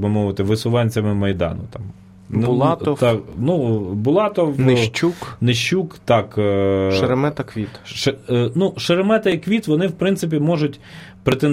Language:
Ukrainian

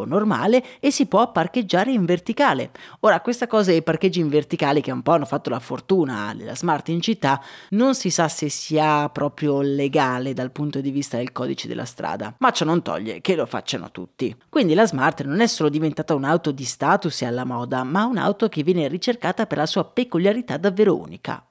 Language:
Italian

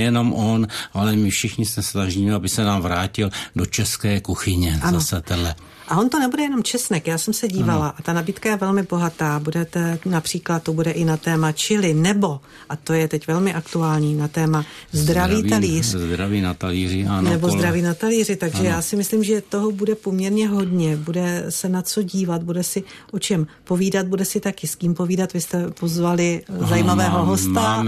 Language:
Czech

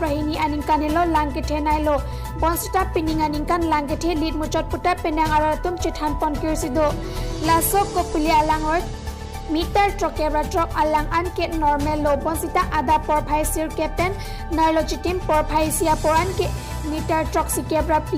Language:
Karbi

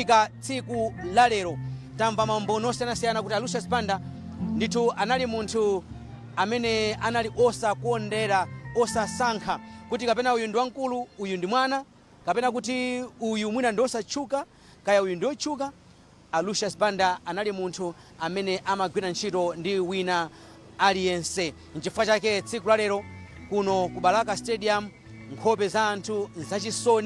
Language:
Nyanja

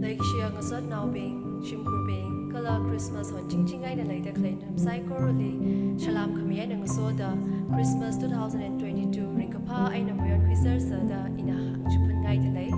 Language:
Tangkhul Naga (India)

